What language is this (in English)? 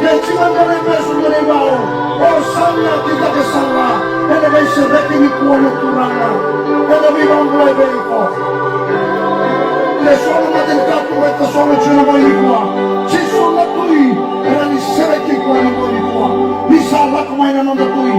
Fijian